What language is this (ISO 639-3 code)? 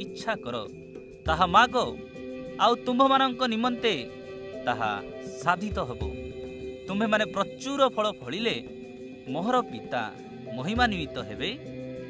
ori